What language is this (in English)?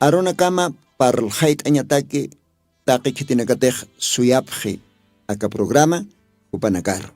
Aymara